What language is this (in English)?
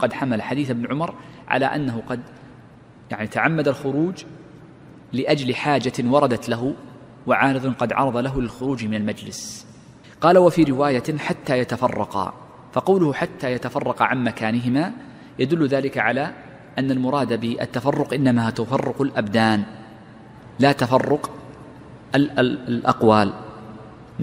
Arabic